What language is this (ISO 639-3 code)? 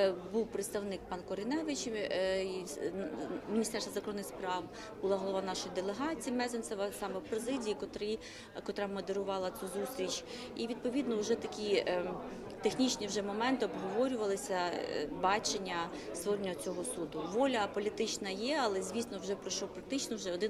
ukr